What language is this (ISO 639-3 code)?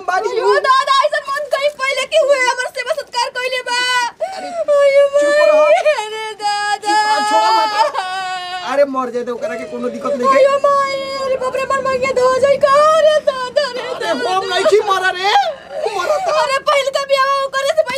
bho